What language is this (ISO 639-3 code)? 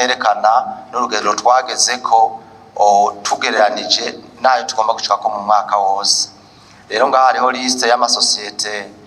run